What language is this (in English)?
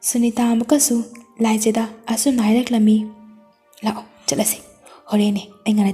Manipuri